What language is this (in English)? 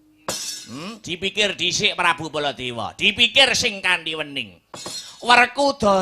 Javanese